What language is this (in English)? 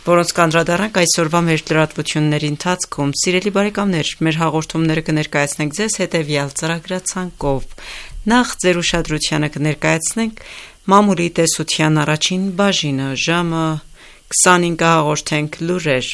Armenian